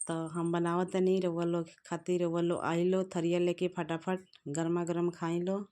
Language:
Bhojpuri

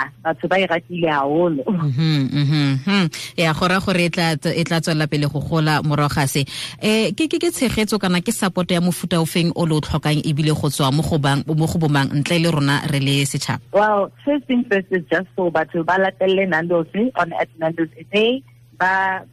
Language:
Tswana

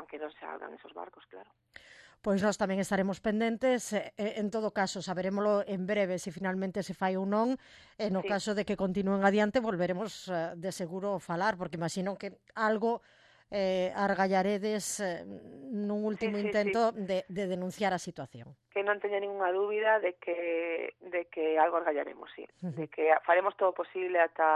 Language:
Galician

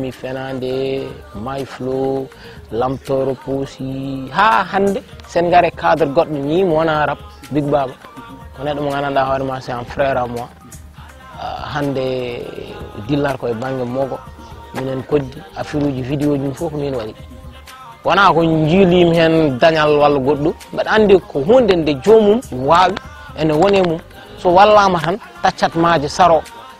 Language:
Fula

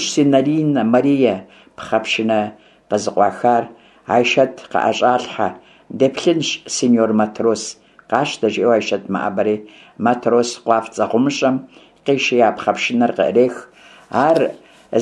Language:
Kabardian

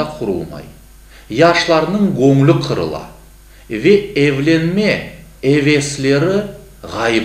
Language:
Crimean Tatar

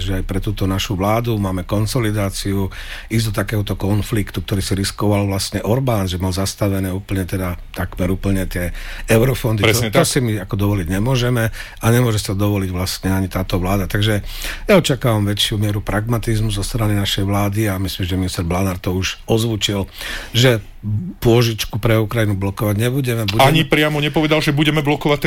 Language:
Slovak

